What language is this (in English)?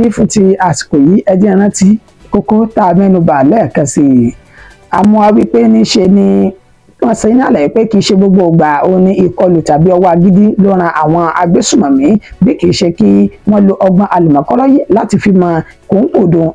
Yoruba